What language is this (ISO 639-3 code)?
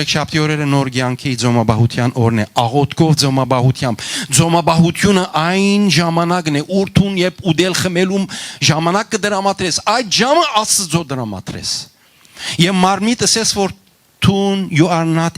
hyw